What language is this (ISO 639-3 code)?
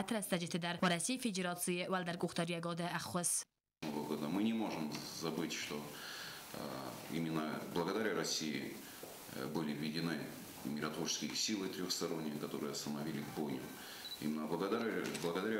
oss